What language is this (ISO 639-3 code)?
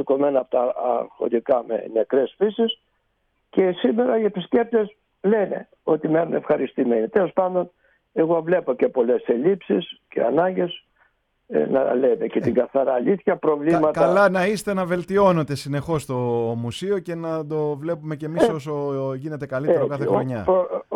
ell